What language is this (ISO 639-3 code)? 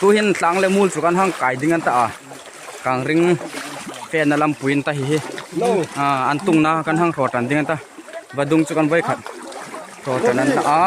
hmr